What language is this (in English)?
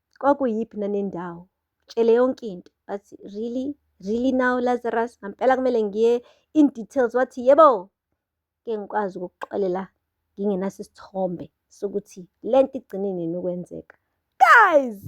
Zulu